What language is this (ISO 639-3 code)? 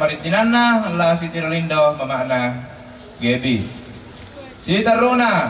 sda